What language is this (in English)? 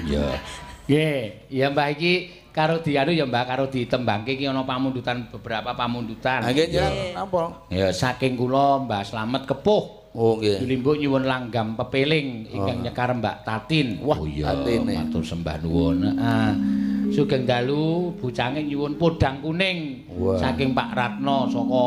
Javanese